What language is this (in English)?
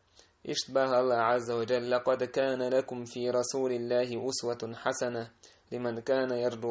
Chechen